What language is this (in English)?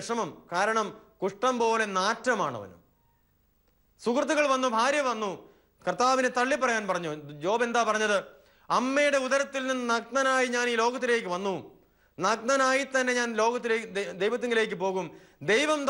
Malayalam